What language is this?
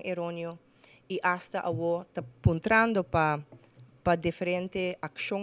Papiamento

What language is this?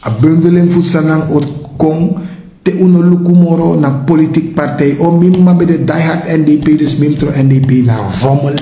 Sranan Tongo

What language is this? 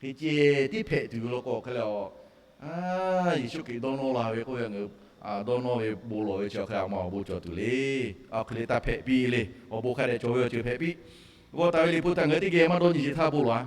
Lahu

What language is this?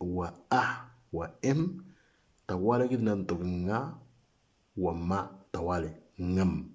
Moro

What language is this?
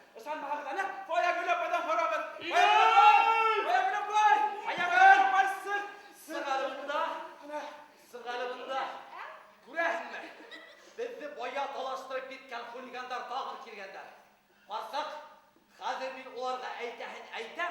Bashkir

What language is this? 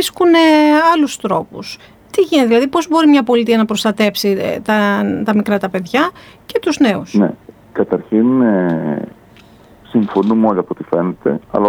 Greek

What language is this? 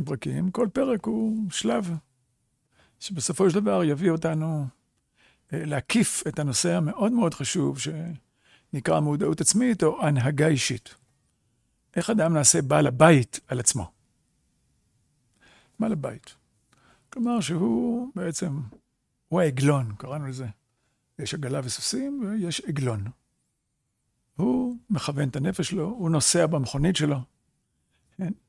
Hebrew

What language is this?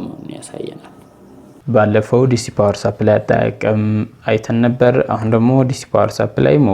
Amharic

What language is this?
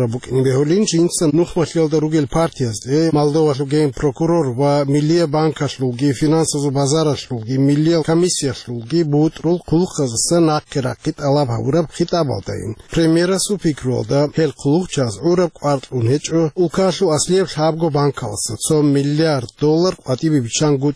Avaric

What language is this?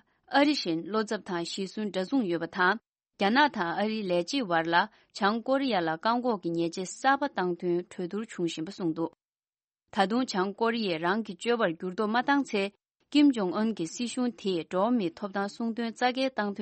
Tibetan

